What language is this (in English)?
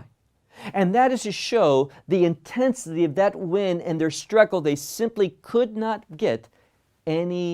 English